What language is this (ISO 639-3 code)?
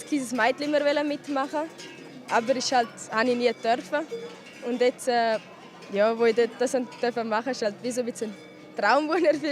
roh